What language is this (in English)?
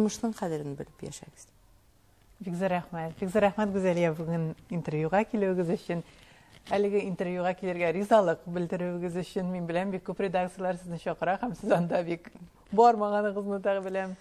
Tatar